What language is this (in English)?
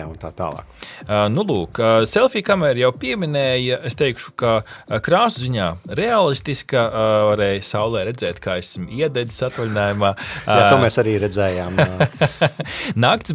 Latvian